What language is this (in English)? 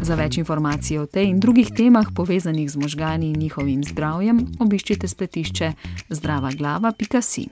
Slovenian